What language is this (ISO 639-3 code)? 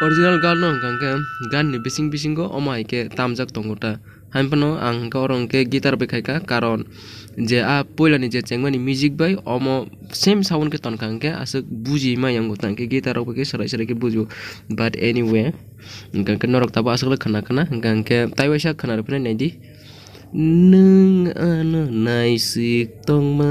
trp